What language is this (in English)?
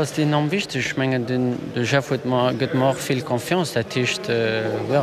Luxembourgish